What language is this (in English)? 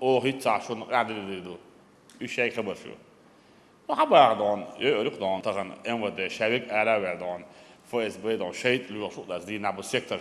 Chechen